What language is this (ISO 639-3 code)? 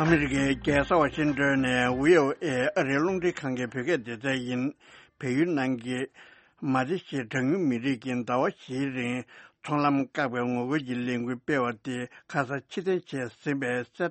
bod